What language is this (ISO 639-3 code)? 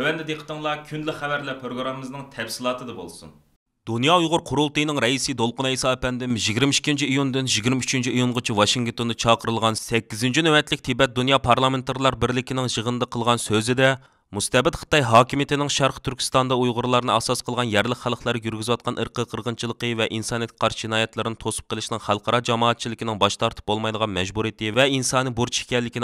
uig